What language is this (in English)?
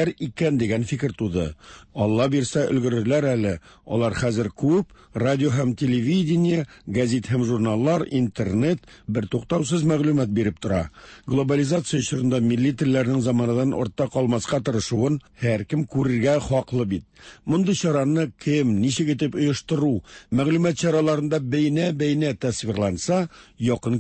Tatar